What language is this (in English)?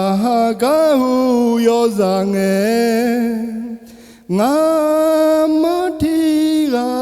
Akha